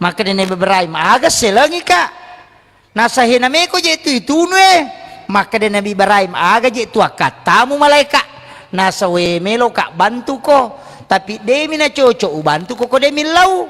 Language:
Buginese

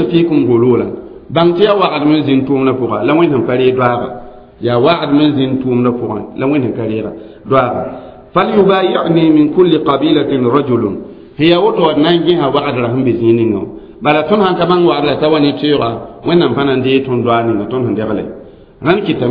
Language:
Mossi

